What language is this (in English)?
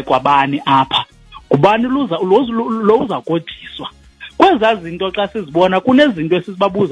Xhosa